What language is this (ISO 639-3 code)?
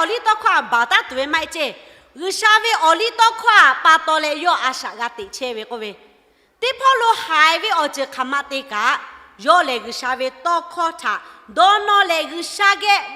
lhu